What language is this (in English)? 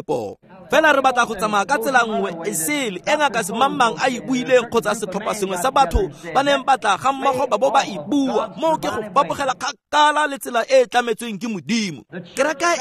Tswana